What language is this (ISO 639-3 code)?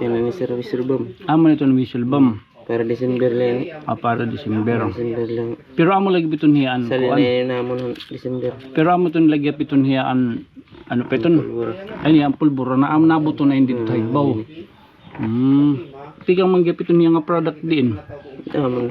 war